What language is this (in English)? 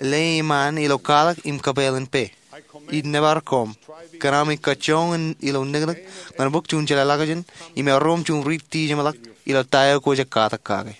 Marshallese